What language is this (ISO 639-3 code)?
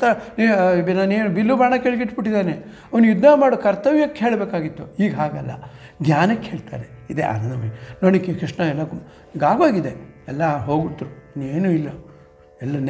kan